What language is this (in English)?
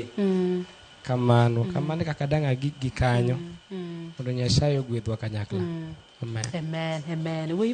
Luo (Kenya and Tanzania)